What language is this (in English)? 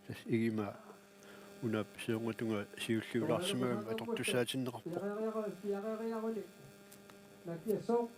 Kalaallisut